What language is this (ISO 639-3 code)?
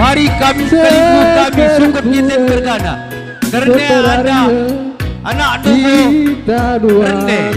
btx